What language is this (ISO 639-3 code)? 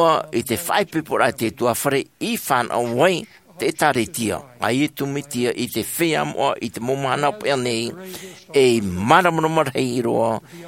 tah